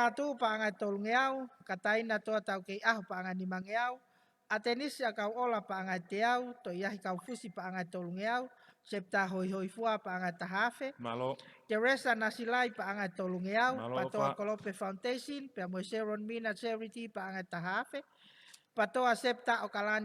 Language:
Tongan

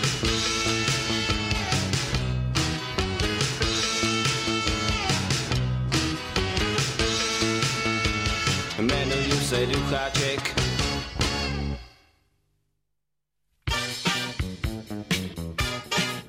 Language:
Czech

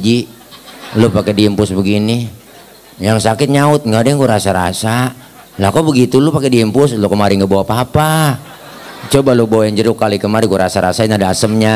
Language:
Betawi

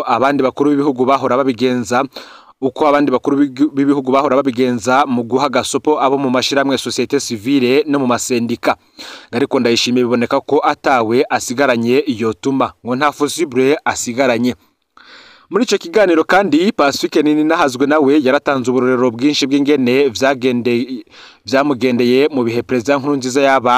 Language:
Rundi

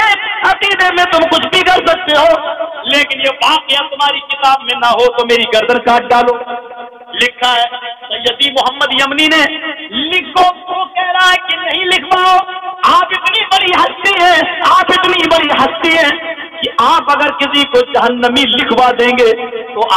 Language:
Urdu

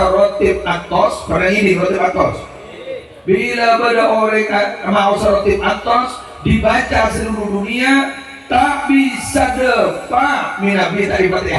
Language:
Madurese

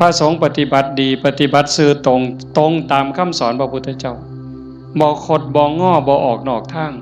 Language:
Northeastern Thai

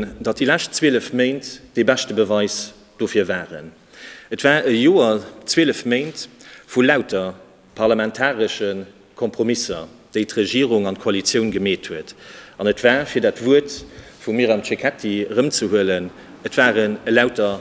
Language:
Luxembourgish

